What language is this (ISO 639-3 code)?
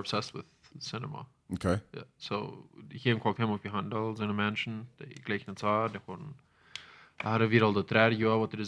pdt